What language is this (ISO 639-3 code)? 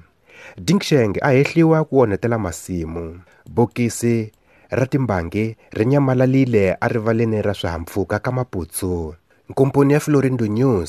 tso